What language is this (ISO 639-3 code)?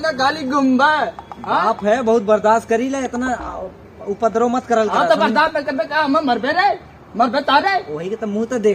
awa